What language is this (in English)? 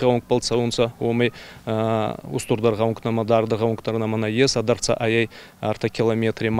Ossetic